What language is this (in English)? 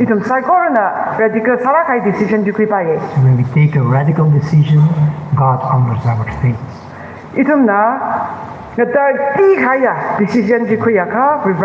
Tangkhul Naga (India)